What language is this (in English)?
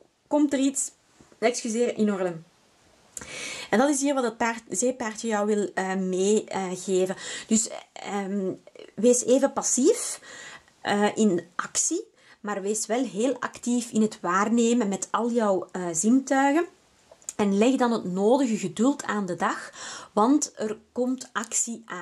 Dutch